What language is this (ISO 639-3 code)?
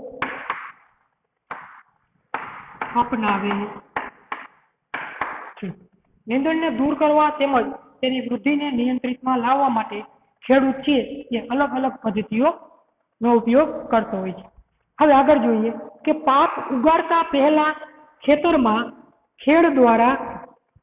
guj